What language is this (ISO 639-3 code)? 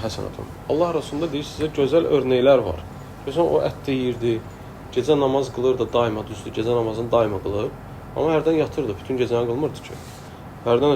aze